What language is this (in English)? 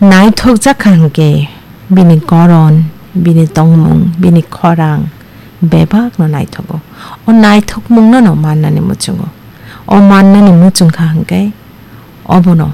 Kok Borok